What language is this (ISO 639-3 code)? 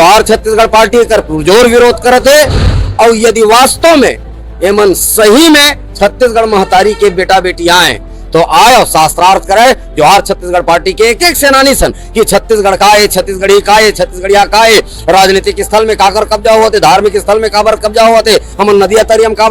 hne